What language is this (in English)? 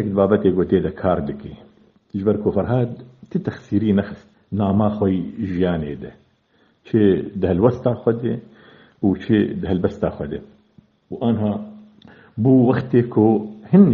Kurdish